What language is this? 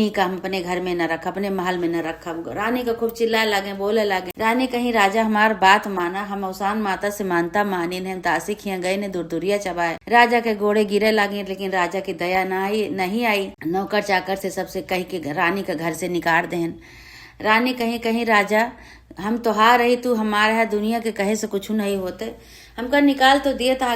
Awadhi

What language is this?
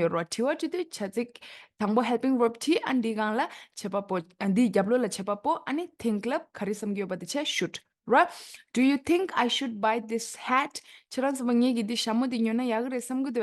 Tibetan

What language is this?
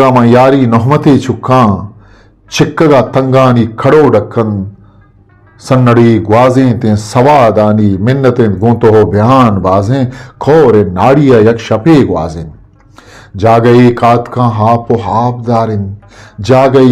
Eastern Balochi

